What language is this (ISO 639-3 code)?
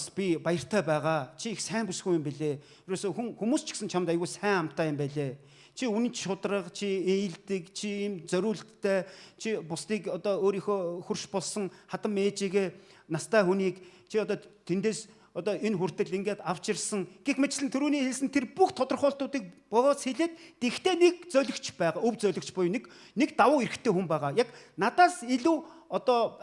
mon